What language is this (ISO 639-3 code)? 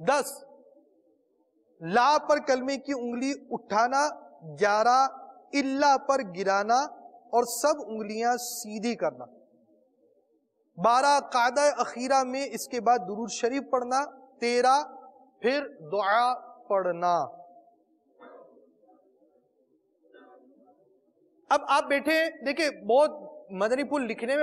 urd